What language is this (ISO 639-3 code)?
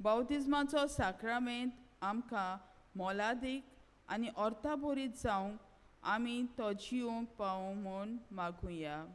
kok